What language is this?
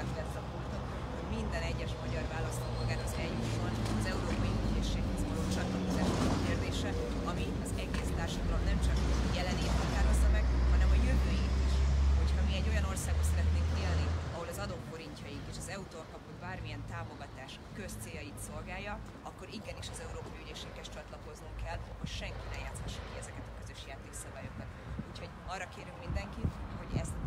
Hungarian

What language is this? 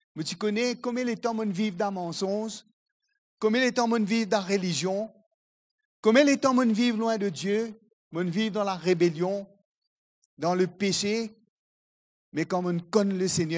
Morisyen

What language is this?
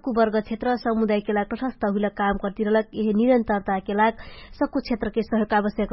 Dangaura Tharu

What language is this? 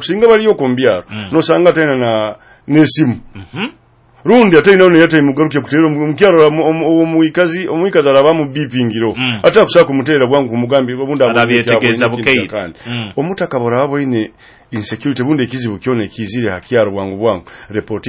Nyoro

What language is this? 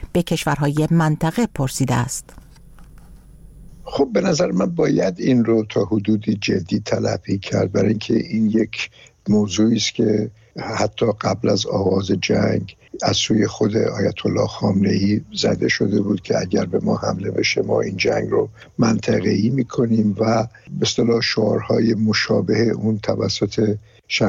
Persian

